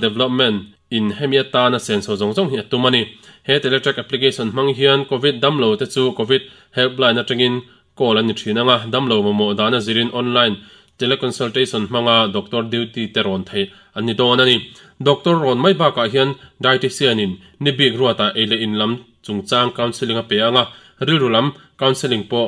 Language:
Mizo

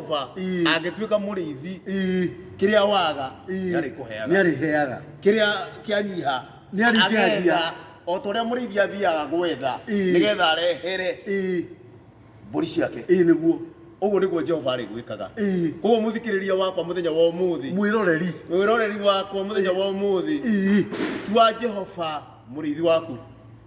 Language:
Kikuyu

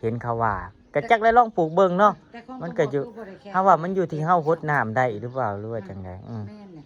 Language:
Northeastern Thai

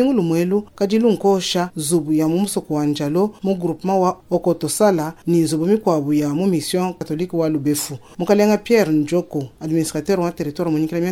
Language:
Luba-Lulua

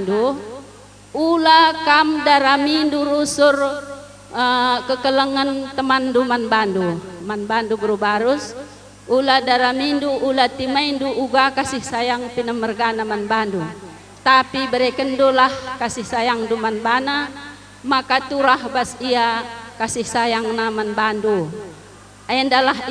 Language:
Batak Karo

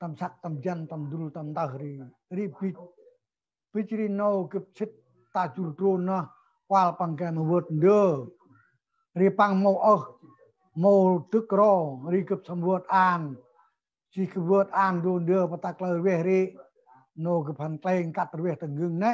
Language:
Central Mnong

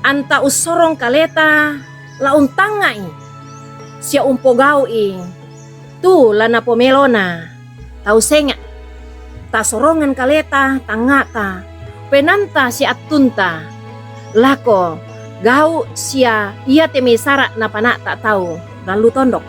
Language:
Toraja-Sa'dan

